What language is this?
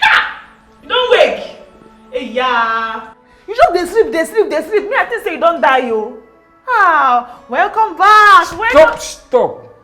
Nigerian Pidgin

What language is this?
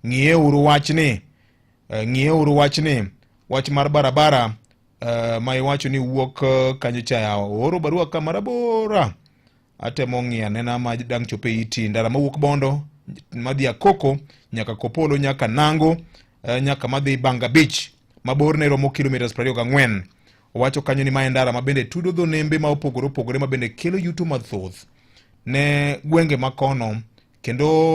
Luo (Kenya and Tanzania)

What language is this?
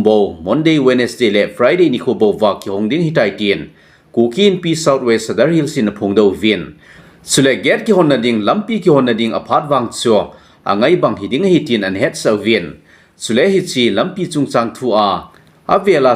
Thado Chin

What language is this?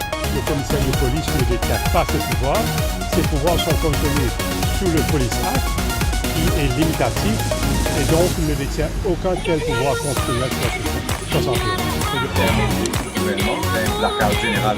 Morisyen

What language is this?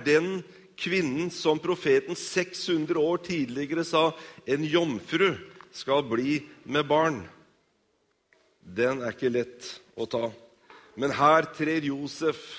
Norwegian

